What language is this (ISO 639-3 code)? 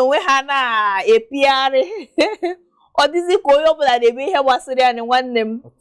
ibo